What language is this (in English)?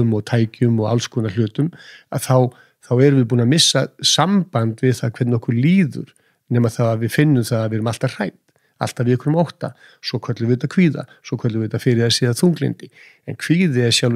Icelandic